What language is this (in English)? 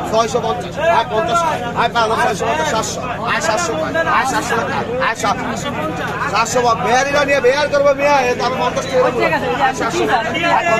Bangla